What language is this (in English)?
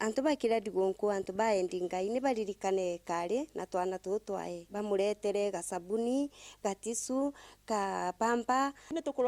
Meru